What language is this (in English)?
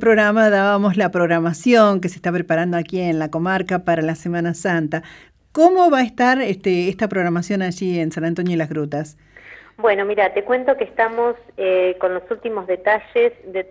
Spanish